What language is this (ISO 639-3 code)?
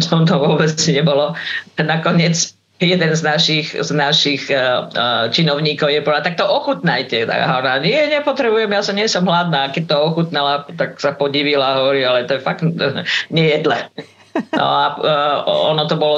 slk